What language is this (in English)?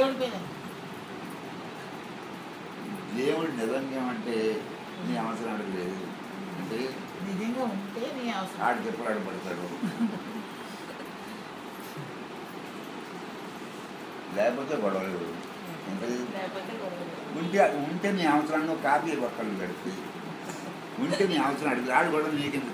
Telugu